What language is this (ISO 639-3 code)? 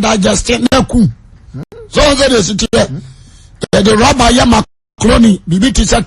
aka